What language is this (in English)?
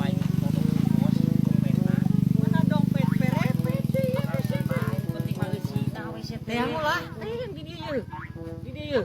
Sundanese